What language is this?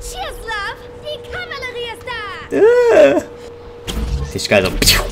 Swiss German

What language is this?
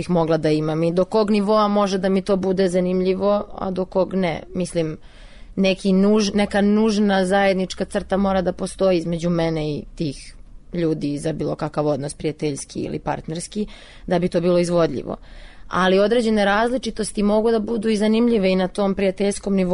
Serbian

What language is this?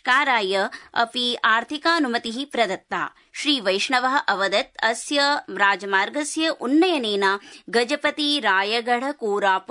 Sanskrit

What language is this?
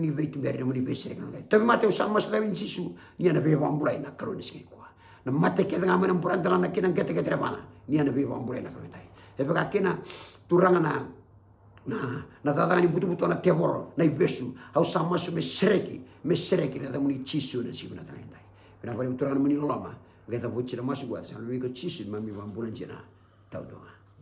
Fijian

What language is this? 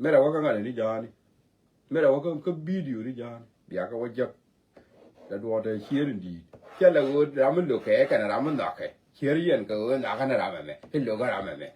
Nuer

